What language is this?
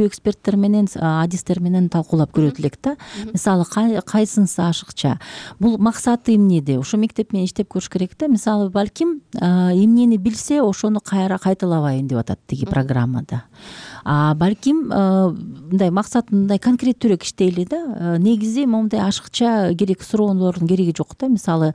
Kyrgyz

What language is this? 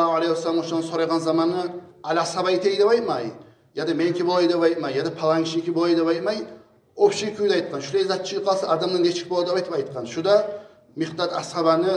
Kumyk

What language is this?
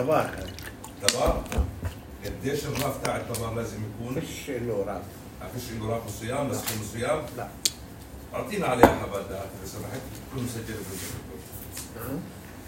North Levantine Arabic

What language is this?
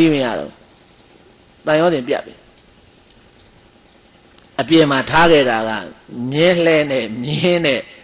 Burmese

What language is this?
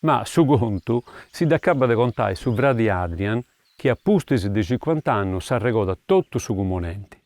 Sardinian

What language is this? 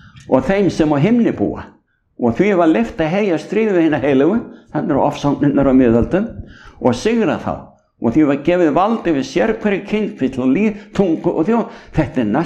Icelandic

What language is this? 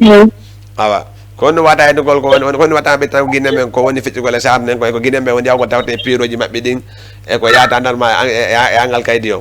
Fula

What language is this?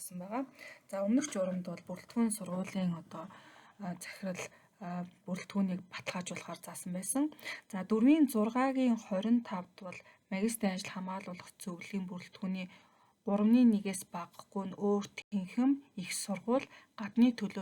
Mongolian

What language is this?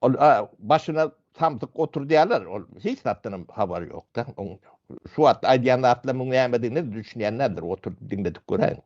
Turkmen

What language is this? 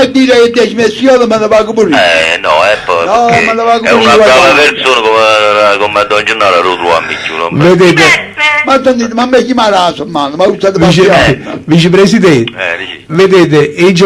Neapolitan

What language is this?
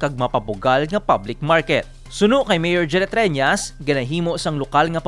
Hiligaynon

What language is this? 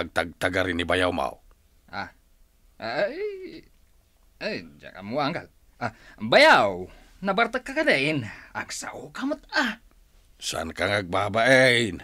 Iloko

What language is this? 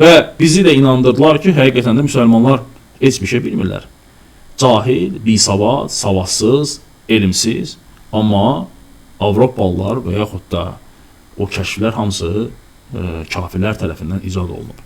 Azerbaijani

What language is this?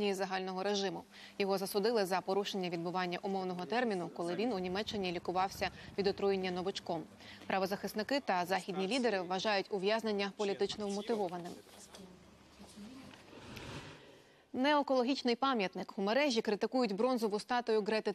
Ukrainian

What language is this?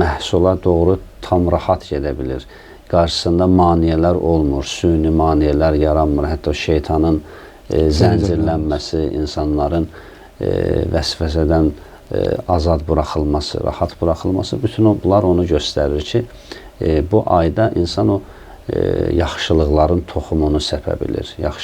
Azerbaijani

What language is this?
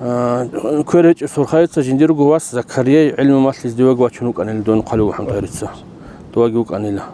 Avaric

